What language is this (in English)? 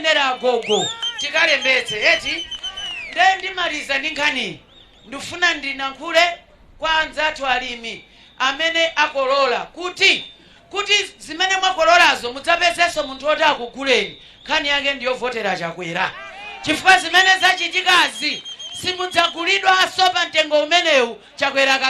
Nyanja